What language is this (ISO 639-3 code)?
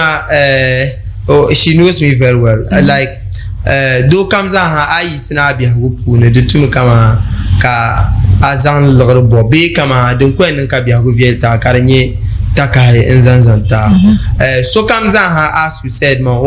dag